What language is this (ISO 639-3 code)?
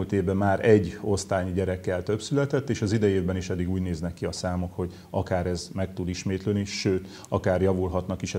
hun